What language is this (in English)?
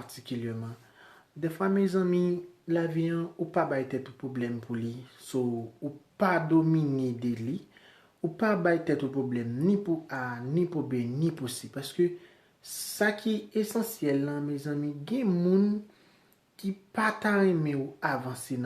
Haitian Creole